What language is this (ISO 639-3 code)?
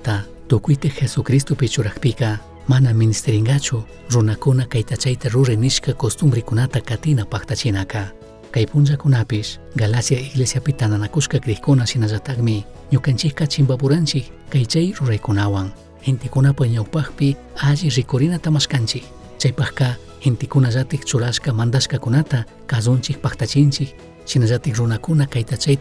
qug